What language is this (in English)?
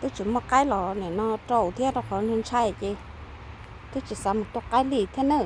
Hmong